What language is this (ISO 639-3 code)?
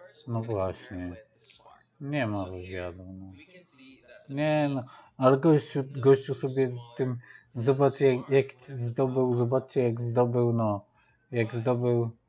pol